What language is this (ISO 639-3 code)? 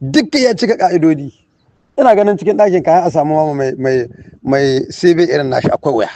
hau